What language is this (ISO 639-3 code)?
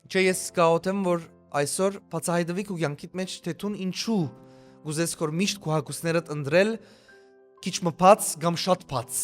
hyw